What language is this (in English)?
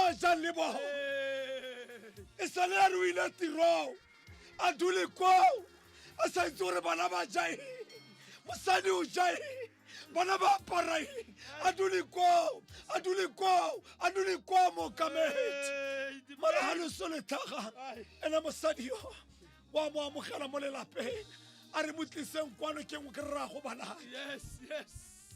Tswana